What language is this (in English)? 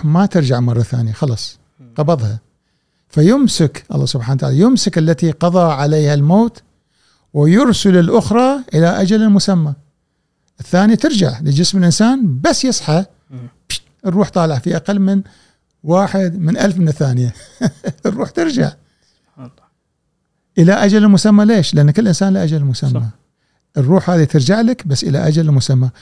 Gulf Arabic